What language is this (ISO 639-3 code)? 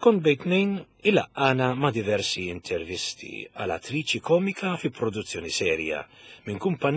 mlt